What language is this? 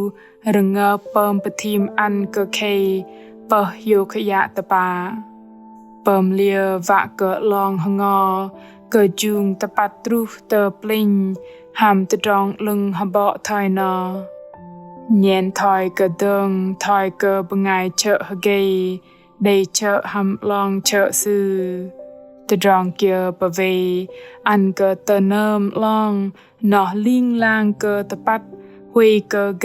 Bahnar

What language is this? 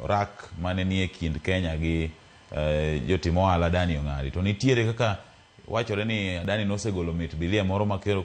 Luo (Kenya and Tanzania)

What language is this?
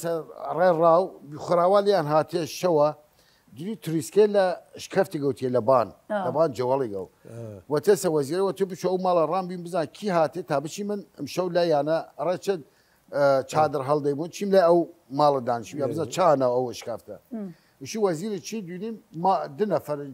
Southern Kurdish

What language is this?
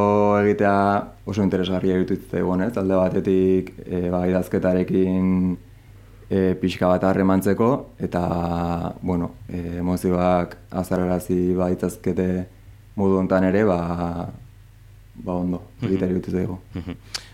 Basque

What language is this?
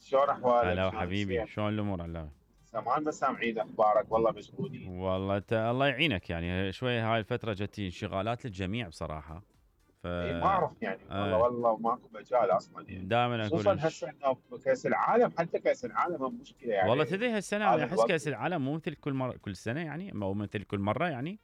Mesopotamian Arabic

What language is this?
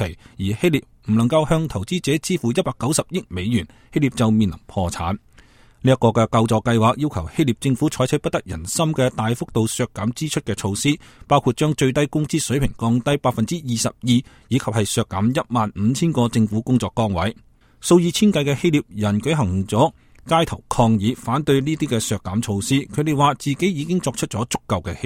Cantonese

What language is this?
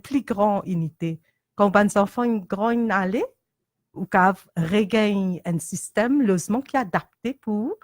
Morisyen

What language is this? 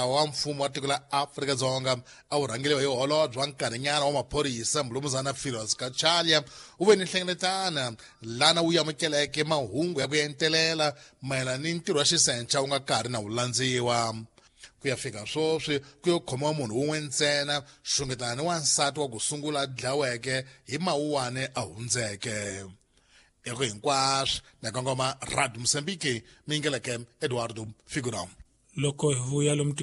Tsonga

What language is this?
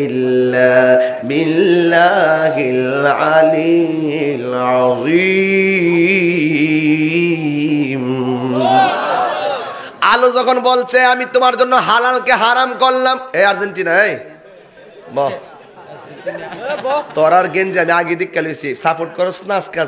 Bangla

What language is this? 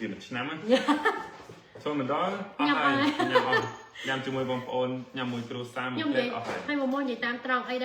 Khmer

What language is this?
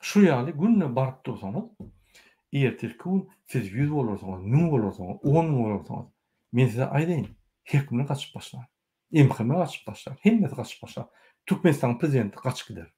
Turkmen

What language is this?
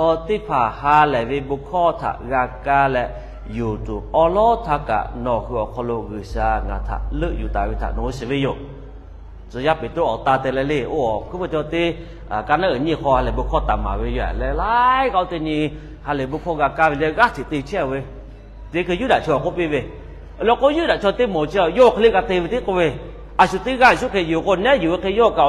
Lahu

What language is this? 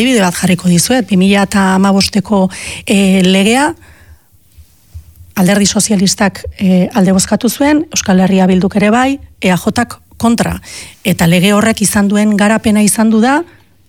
Basque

